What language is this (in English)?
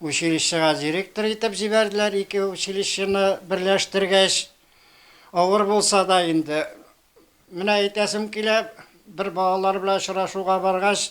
Tatar